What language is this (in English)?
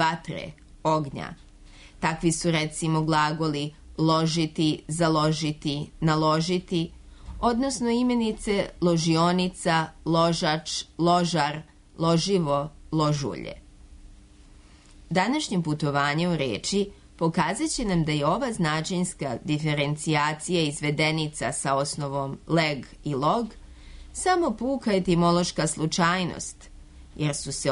Serbian